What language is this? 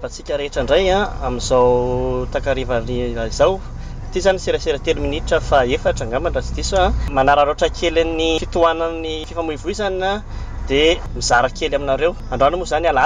Malagasy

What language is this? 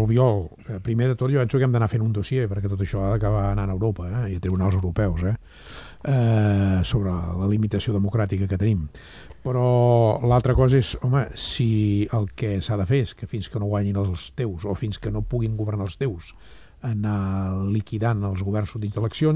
Catalan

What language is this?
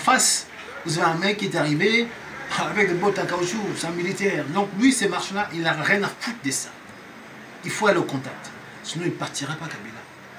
French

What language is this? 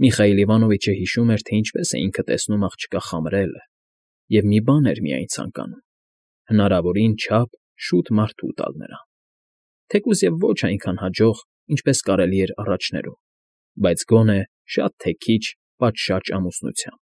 Armenian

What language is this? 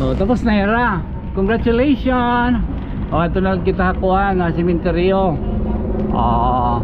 Waray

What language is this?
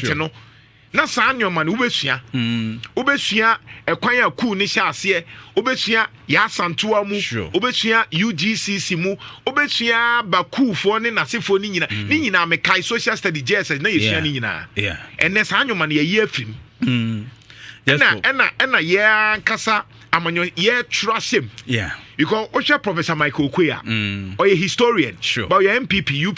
Akan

